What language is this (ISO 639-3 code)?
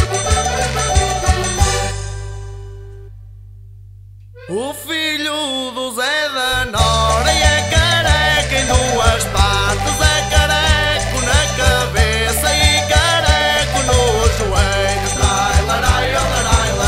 por